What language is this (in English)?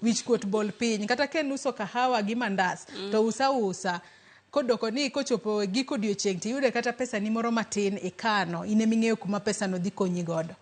Luo (Kenya and Tanzania)